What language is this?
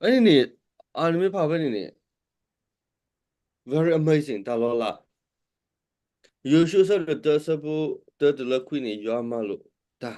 S'gaw Karen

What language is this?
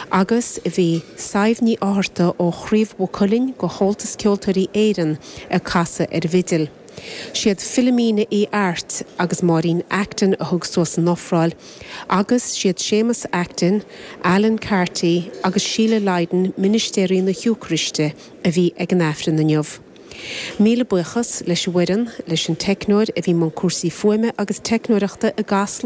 Irish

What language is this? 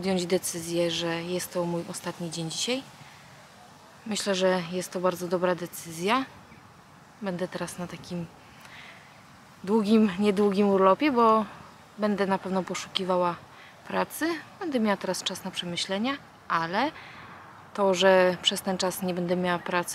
Polish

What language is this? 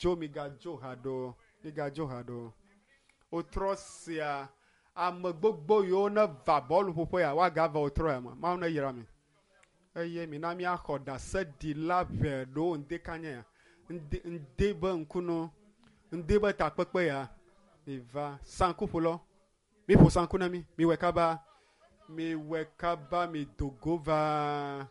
Ewe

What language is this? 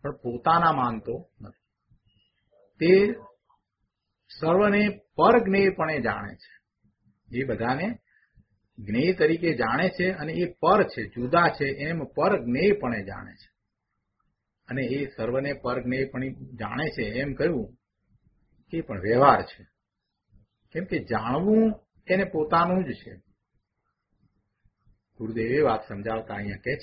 Gujarati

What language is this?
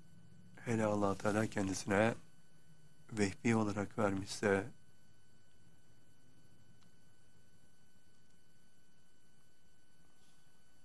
Turkish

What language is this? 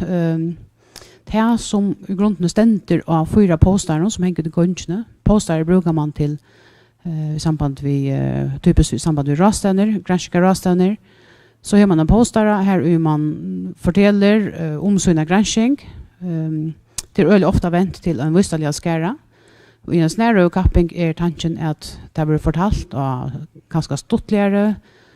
Faroese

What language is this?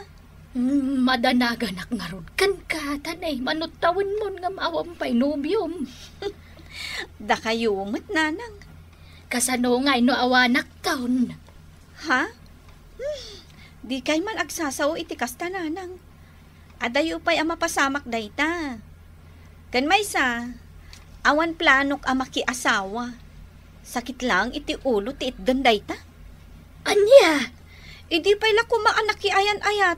Iloko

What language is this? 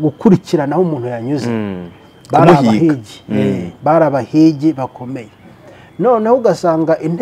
Kinyarwanda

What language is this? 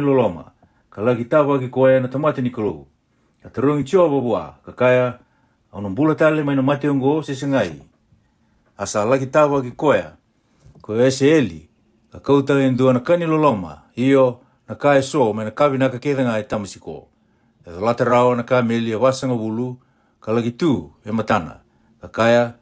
Fijian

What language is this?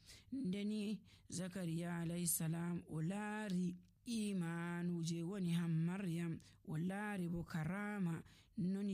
Nigerian Fulfulde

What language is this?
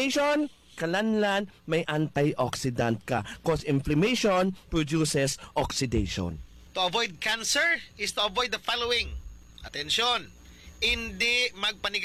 Hiligaynon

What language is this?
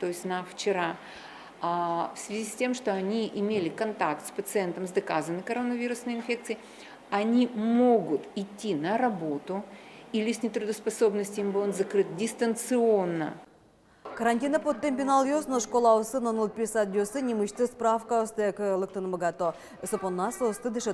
Udmurt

